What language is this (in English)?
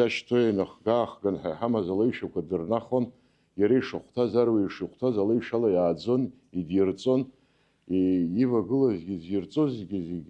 Abkhazian